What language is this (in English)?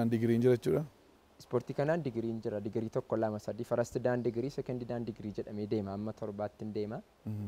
Oromo